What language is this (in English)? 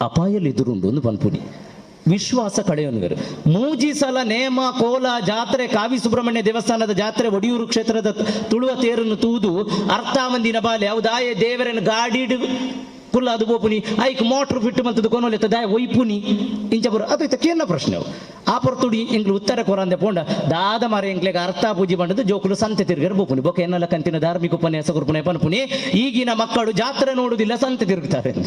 Tulu